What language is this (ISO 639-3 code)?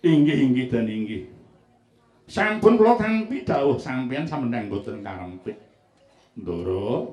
jav